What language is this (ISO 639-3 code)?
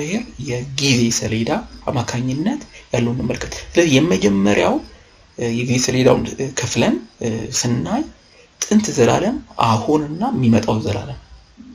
amh